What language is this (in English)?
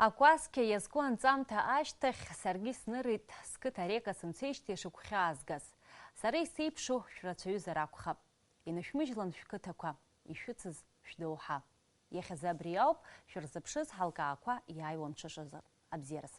Abkhazian